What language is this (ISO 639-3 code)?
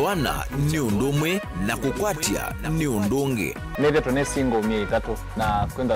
kam